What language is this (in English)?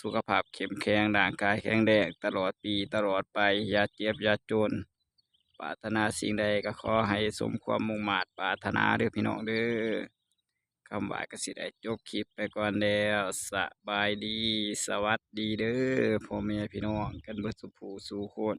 Northeastern Thai